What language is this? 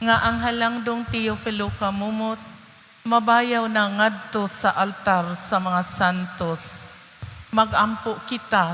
Cebuano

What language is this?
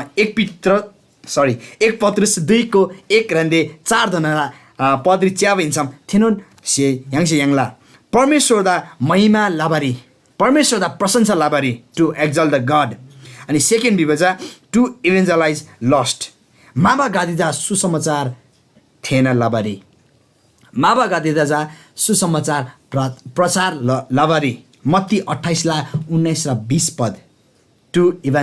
Eastern Tamang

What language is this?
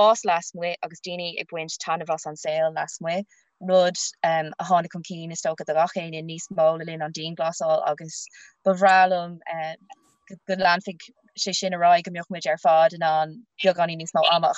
Irish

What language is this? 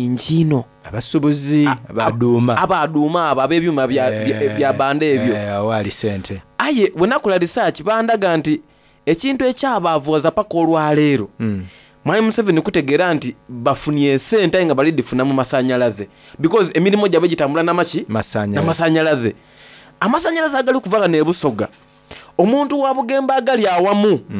Soga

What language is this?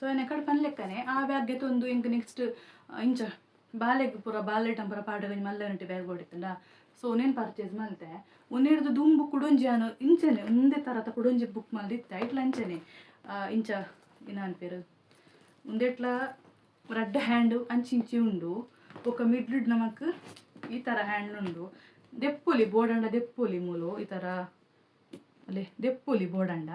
Tulu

